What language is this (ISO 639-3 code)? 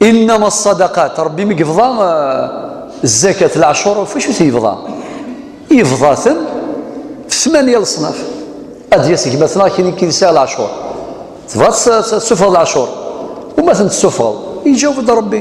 kab